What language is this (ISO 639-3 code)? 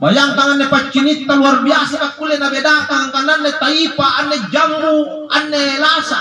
mak